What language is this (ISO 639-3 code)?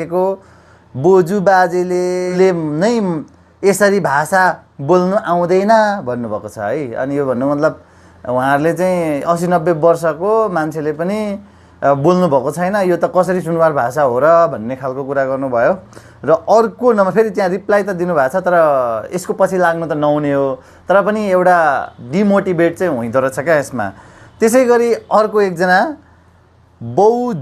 nep